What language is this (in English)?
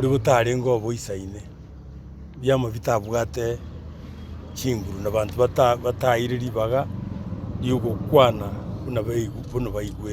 Gusii